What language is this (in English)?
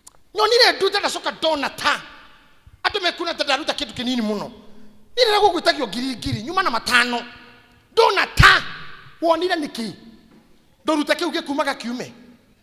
Kikuyu